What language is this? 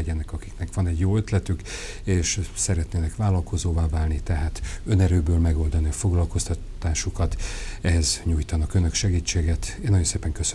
Hungarian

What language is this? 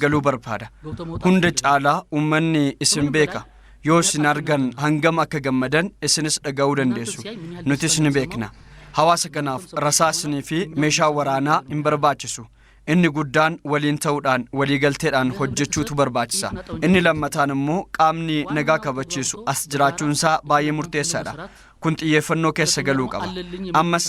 Oromo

